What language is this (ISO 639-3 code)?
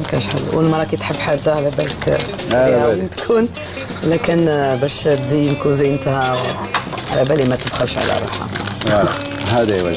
arq